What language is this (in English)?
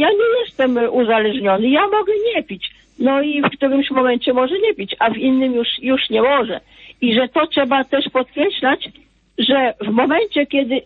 Polish